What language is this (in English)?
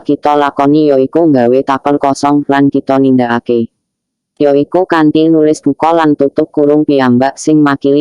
Javanese